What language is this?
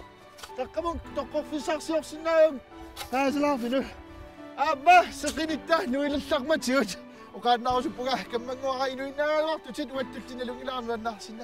Kalaallisut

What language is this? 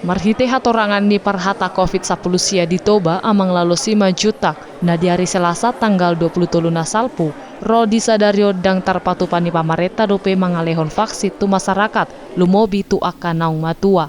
Batak Toba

